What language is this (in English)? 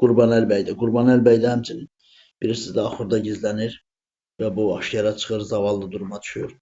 Azerbaijani